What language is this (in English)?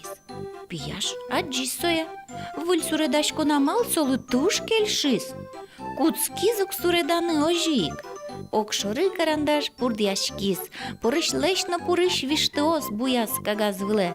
Udmurt